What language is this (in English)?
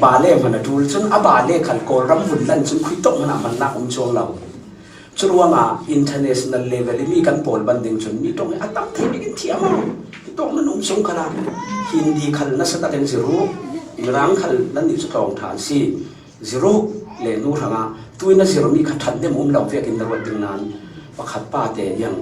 Falam Chin